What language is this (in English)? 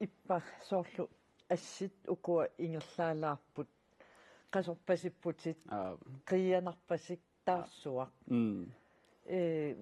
Kalaallisut